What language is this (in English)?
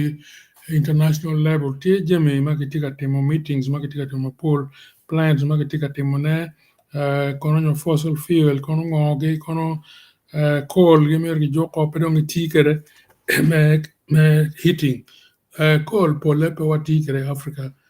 Acoli